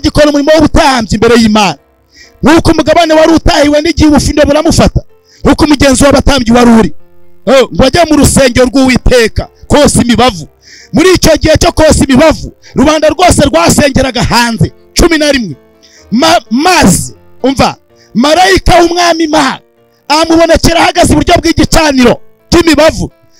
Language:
Kinyarwanda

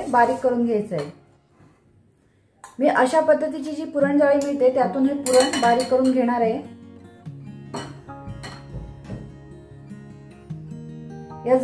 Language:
Marathi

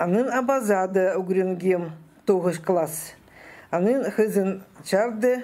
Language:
Khakas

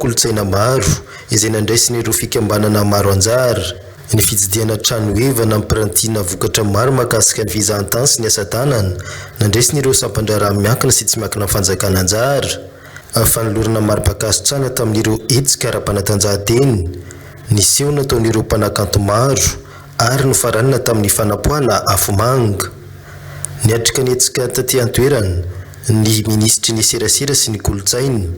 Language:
Malagasy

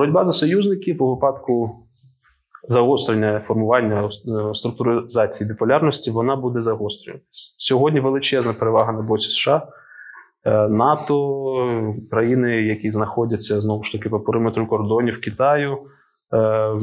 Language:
Ukrainian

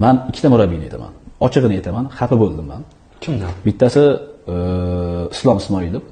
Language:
Uzbek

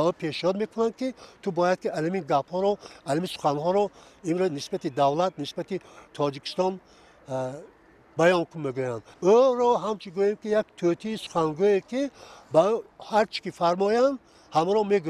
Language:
Tajik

